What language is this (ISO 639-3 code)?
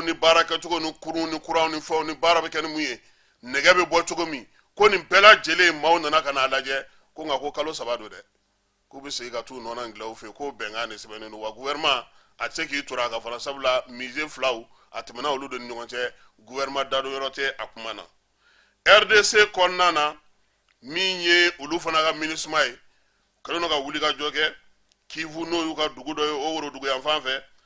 bam